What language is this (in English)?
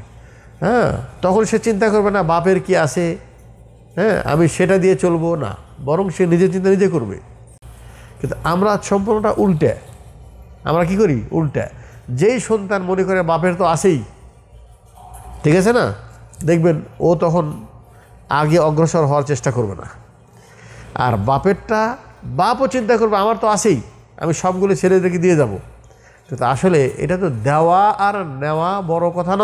Bangla